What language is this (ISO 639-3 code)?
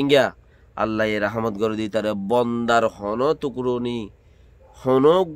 rhg